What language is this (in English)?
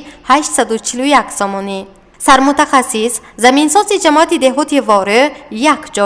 Tajik